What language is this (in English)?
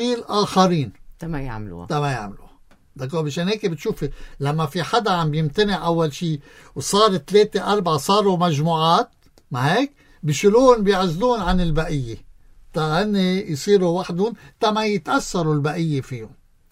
North Levantine Arabic